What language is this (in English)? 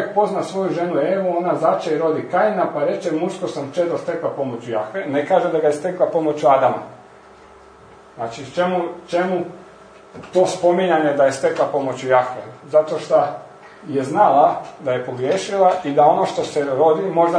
Croatian